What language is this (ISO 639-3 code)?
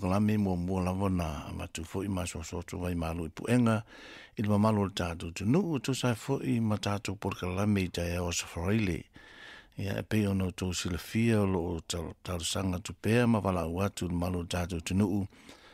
smo